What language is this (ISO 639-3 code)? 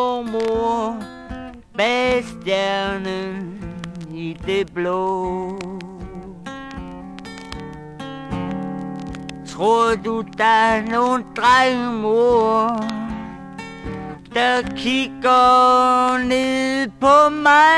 dan